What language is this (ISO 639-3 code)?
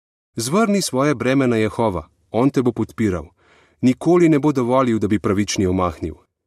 slv